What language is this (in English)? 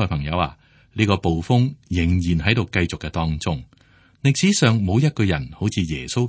Cantonese